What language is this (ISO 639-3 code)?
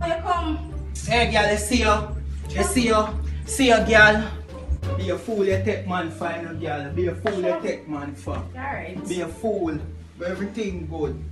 jam